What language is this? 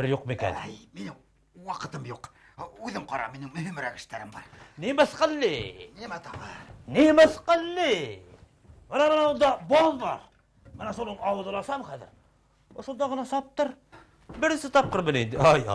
Bashkir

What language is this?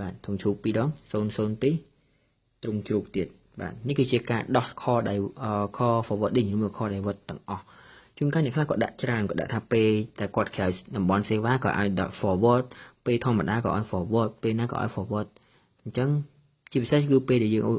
Khmer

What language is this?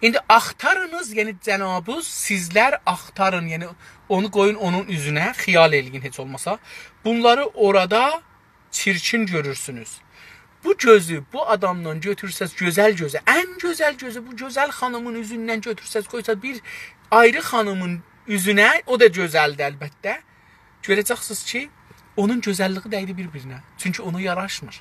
South Azerbaijani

